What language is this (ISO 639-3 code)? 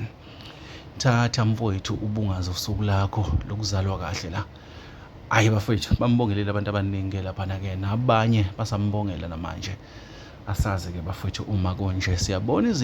zul